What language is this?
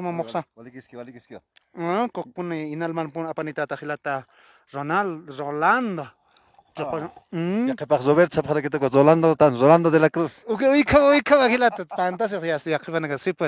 Aymara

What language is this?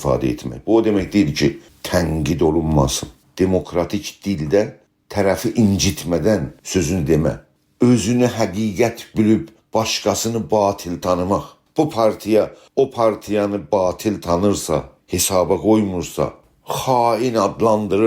South Azerbaijani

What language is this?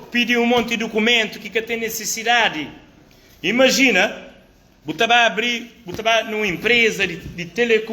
Kabuverdianu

